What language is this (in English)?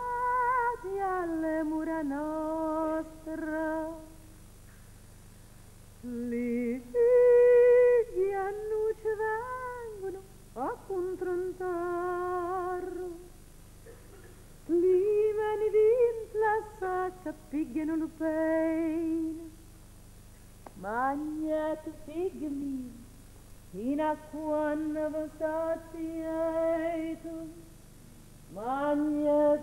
French